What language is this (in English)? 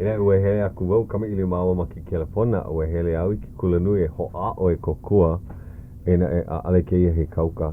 Hawaiian